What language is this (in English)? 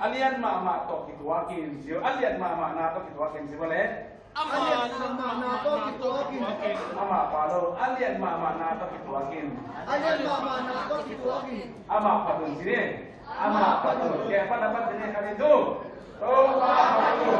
Tedim Chin